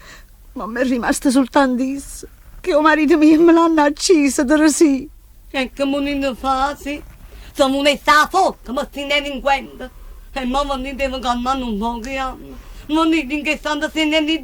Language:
Neapolitan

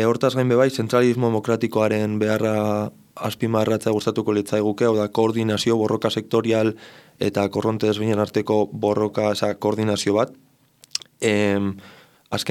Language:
Basque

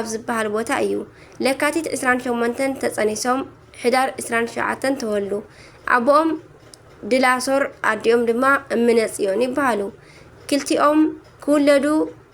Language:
Tigrinya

